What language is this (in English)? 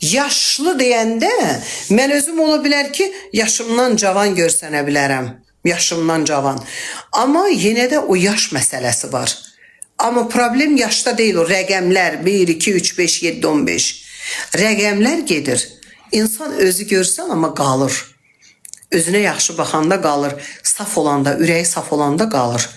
Azerbaijani